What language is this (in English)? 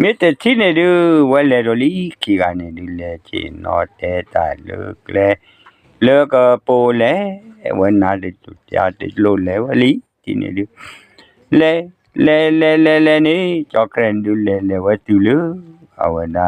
S'gaw Karen